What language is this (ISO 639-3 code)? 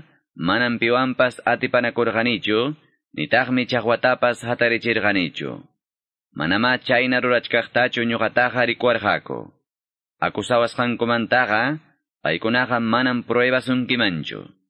que